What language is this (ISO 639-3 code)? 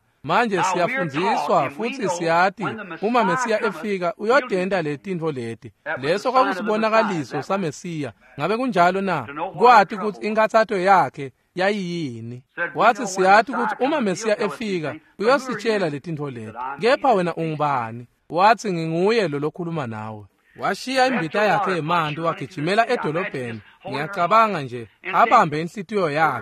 ssw